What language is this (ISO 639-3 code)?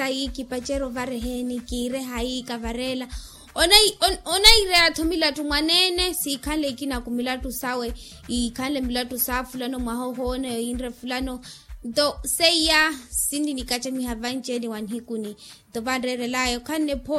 vmw